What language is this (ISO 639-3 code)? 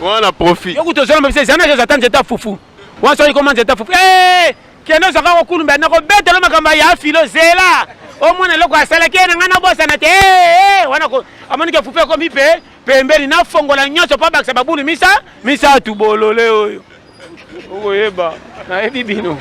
lin